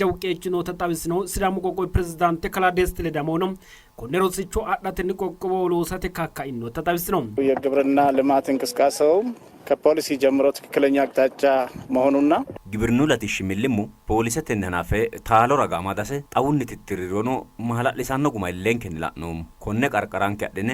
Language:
Sidamo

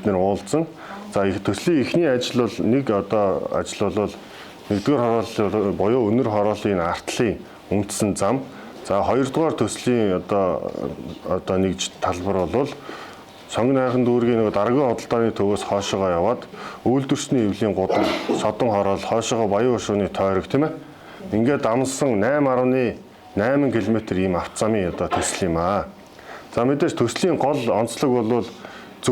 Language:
Mongolian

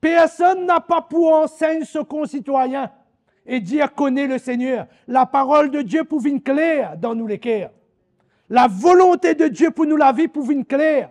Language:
Morisyen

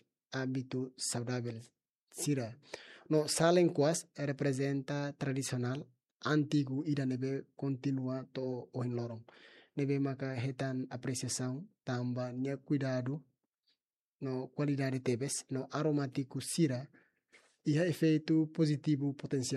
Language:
Tetum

